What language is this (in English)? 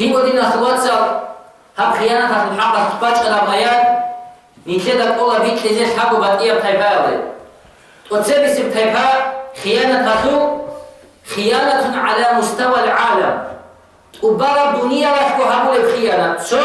Avaric